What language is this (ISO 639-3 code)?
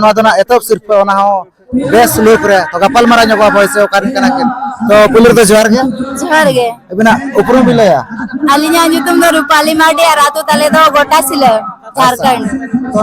sat